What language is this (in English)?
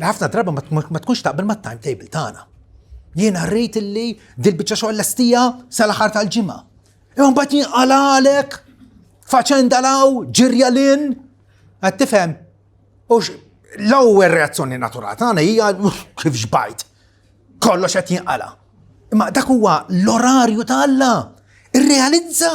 Maltese